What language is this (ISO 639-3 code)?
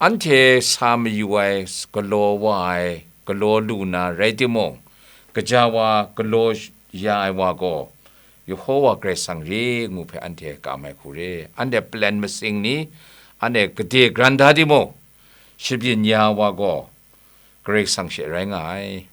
kac